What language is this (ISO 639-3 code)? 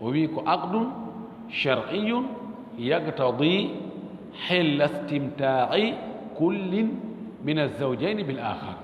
ful